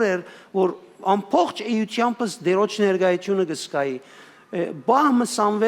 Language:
Western Armenian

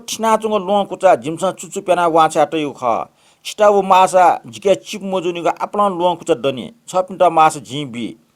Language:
Newari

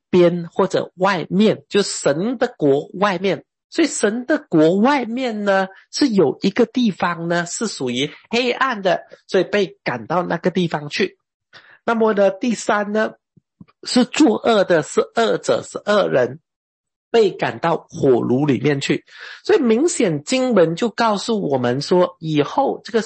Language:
Chinese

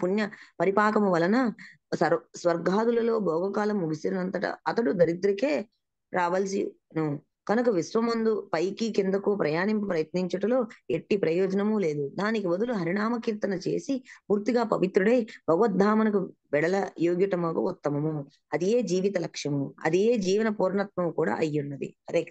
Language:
Telugu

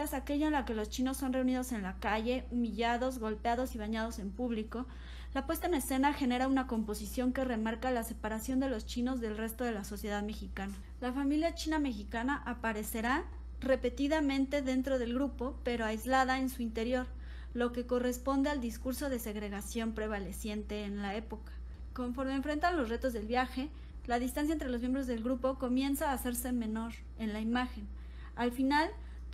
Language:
Spanish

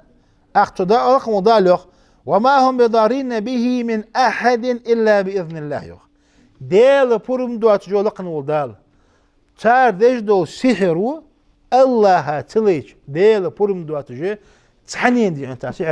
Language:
Ingush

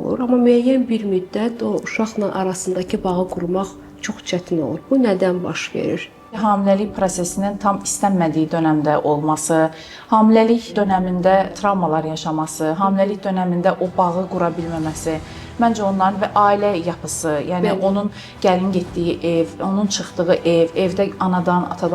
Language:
Azerbaijani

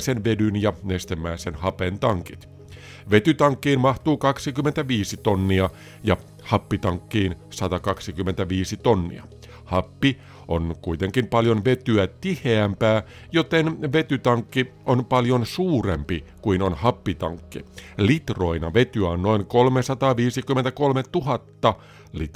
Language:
Finnish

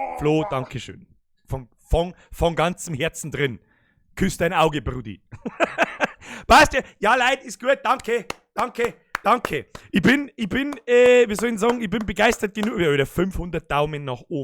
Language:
Bavarian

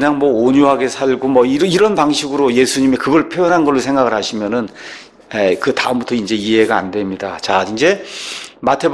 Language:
Korean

